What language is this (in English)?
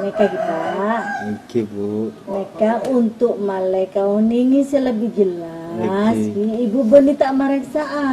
Madurese